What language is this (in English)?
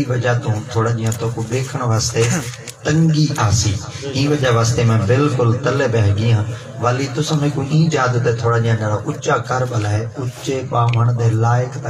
Saraiki